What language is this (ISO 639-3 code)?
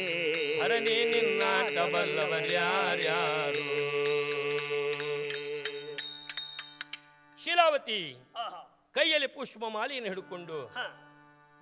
kan